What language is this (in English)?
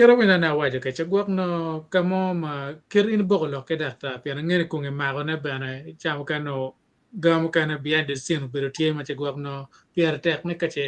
Acoli